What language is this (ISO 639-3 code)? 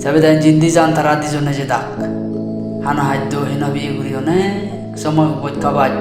ccp